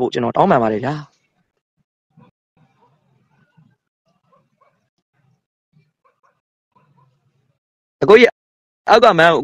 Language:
Burmese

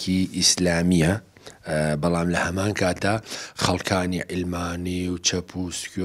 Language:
Central Kurdish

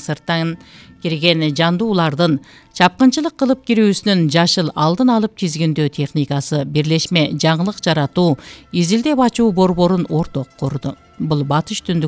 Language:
Kyrgyz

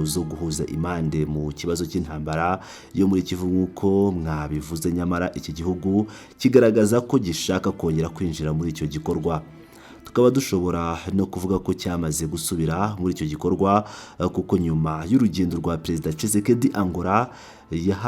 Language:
Kinyarwanda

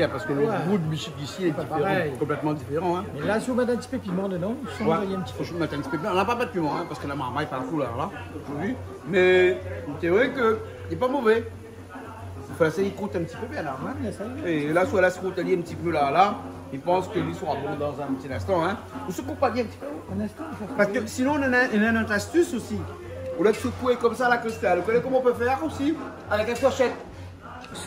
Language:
Réunion Creole French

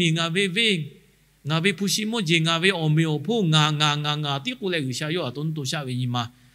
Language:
Lahu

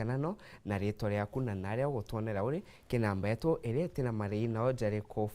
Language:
Meru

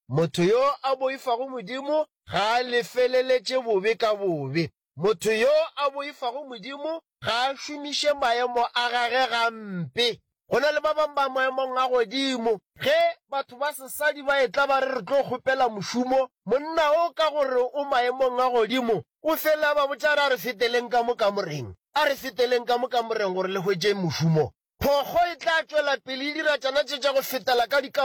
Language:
Northern Sotho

